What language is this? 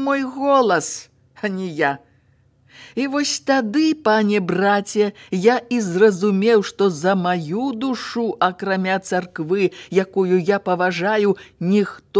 Belarusian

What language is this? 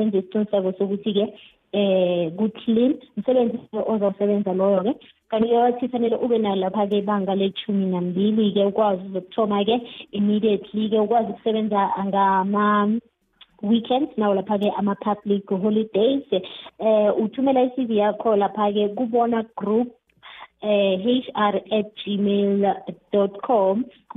South Ndebele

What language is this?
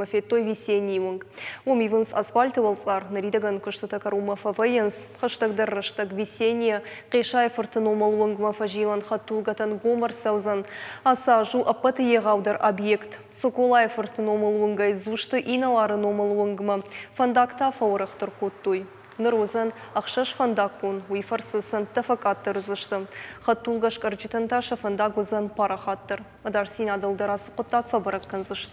Ossetic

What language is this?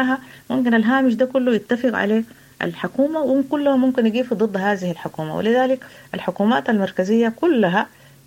Sudanese Arabic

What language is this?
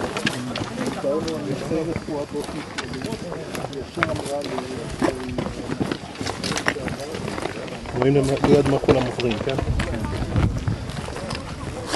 Hebrew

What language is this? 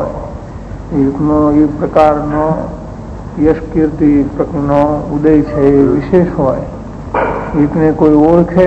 Gujarati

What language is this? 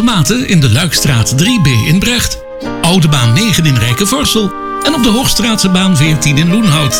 Dutch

